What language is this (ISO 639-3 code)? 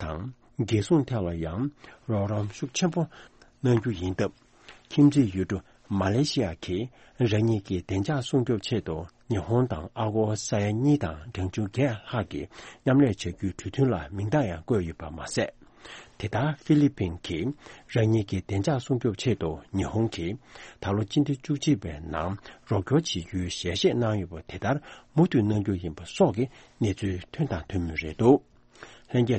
bod